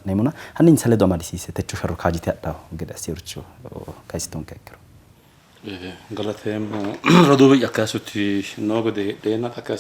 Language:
Sidamo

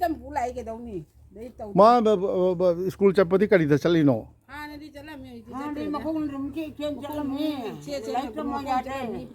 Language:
Manipuri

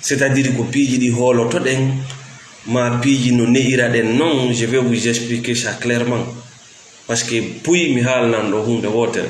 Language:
Fula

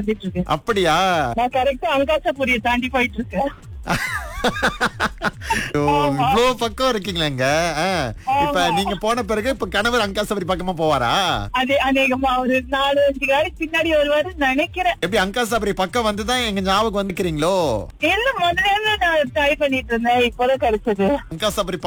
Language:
Tamil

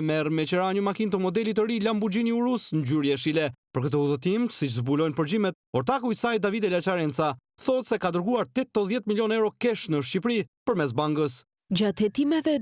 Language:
Albanian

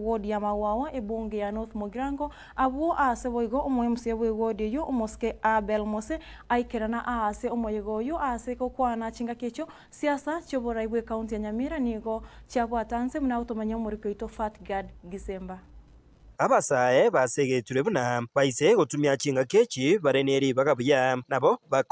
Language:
Gusii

